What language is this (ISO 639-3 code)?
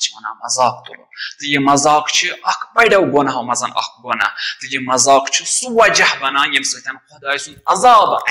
kas